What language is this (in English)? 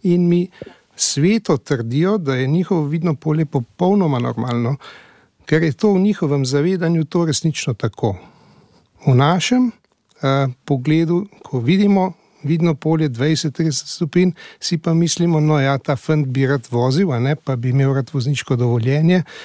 Slovenian